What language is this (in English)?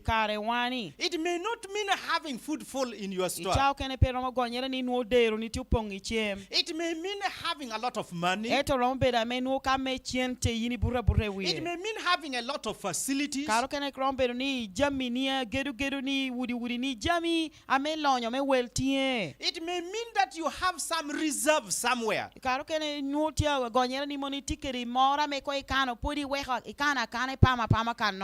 Lango (Uganda)